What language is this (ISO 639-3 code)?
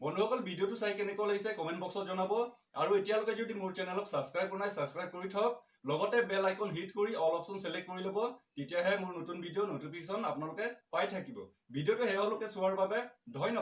asm